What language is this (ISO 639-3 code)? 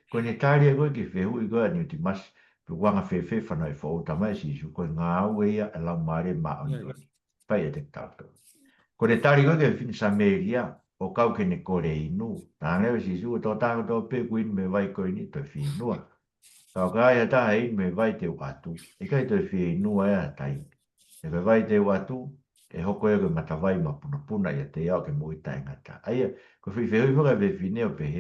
ton